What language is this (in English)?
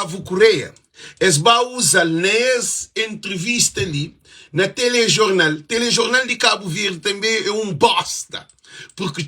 Kabuverdianu